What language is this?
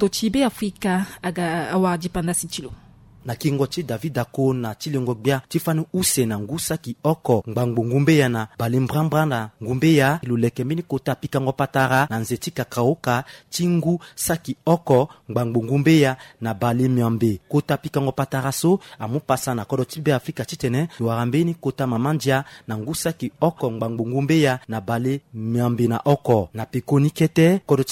Sango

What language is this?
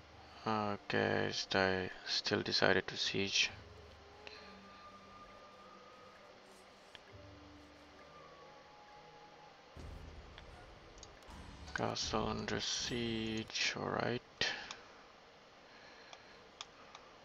English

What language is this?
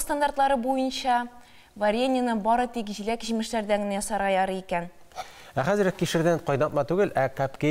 Tatar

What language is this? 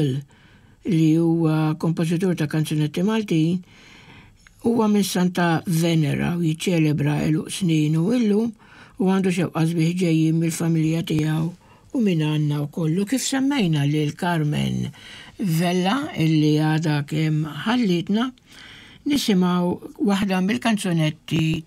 Maltese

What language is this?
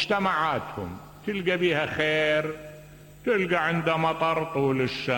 Mesopotamian Arabic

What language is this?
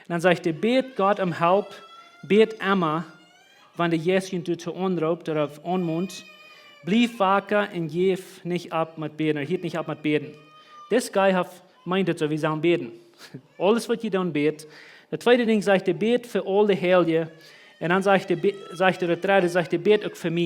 Plautdietsch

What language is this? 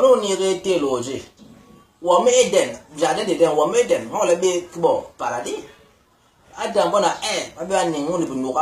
Basaa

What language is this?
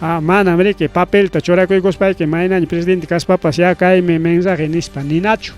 Ayacucho Quechua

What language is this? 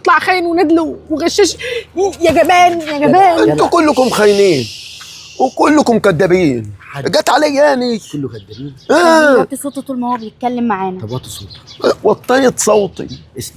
Egyptian Arabic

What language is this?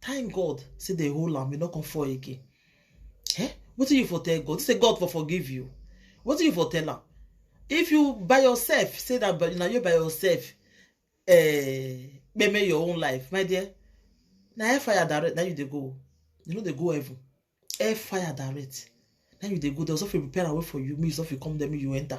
Nigerian Pidgin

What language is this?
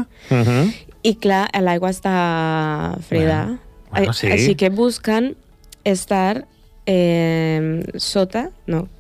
Catalan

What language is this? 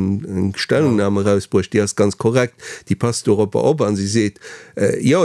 Luxembourgish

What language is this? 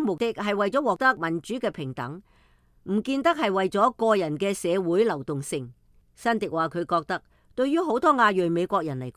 Cantonese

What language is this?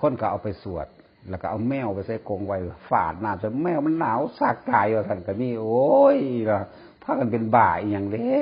Northeastern Thai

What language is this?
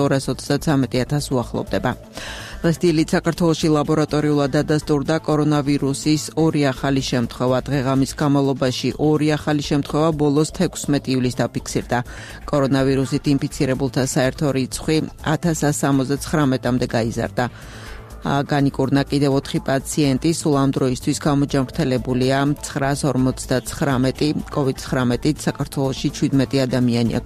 Georgian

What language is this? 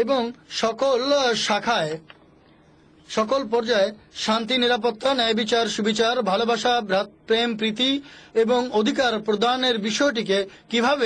Bangla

